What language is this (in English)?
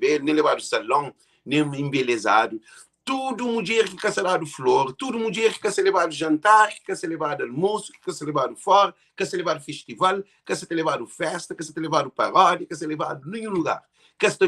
Kabuverdianu